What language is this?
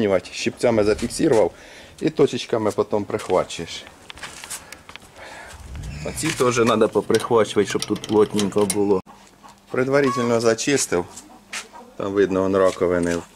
Ukrainian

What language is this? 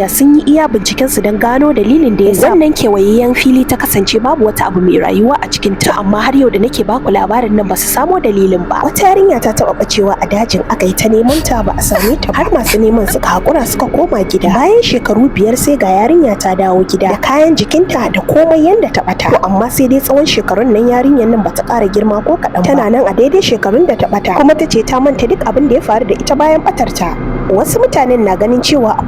Hausa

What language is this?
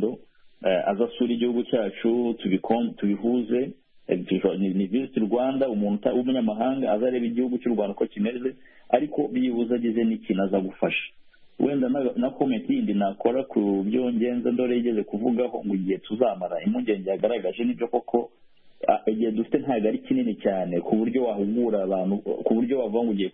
Kinyarwanda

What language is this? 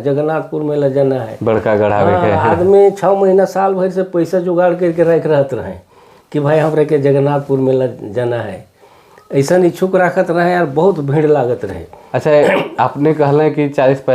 Sadri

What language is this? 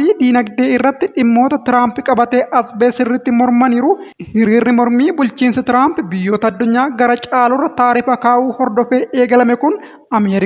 Oromo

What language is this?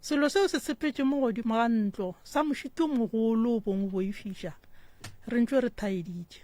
Northern Sotho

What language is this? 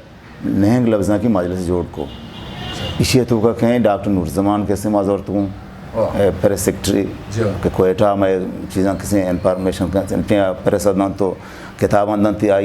Eastern Balochi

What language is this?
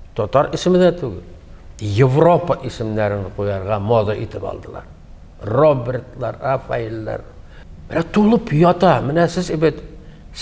Tatar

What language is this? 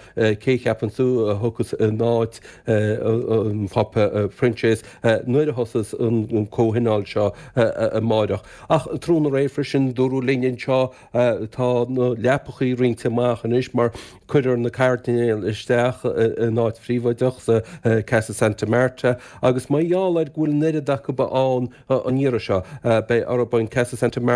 Irish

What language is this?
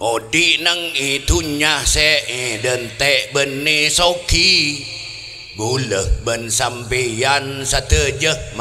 Madurese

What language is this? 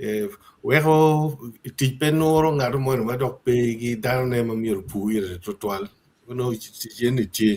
Acoli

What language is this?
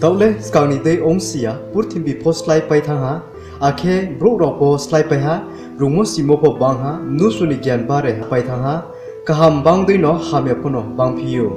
Riang (India)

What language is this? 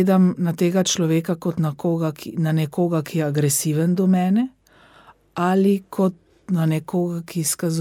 Slovenian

